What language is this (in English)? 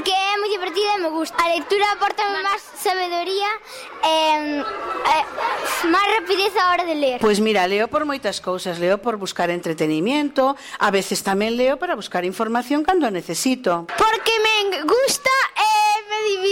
Galician